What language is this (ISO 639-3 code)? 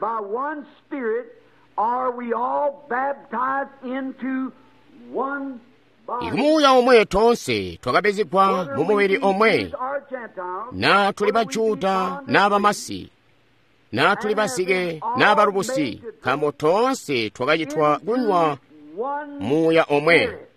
toi